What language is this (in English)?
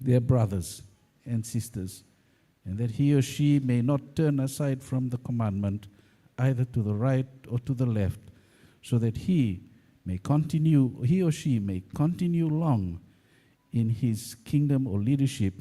Gilbertese